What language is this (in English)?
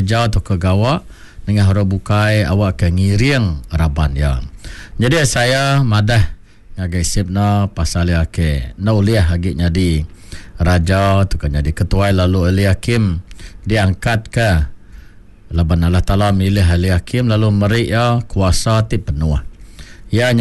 Iban